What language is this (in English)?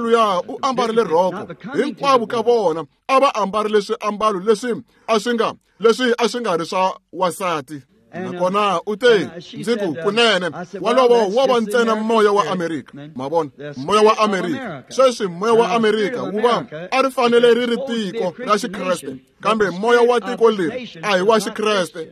Tsonga